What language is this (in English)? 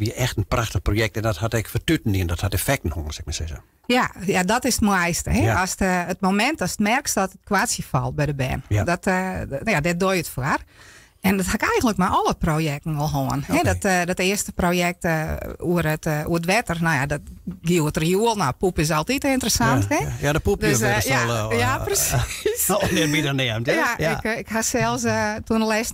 Western Frisian